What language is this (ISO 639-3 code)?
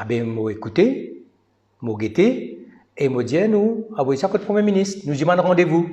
mfe